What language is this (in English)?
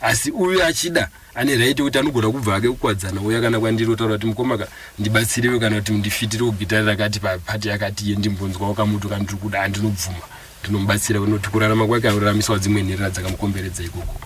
Shona